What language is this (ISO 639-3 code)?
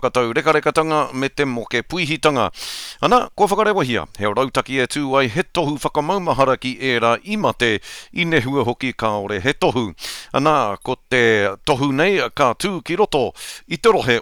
mri